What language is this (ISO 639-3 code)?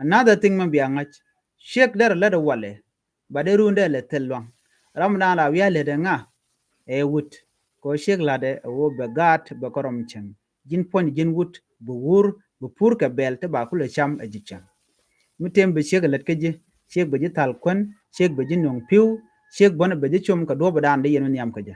nus